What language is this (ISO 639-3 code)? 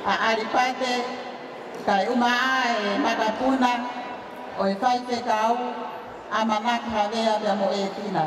ton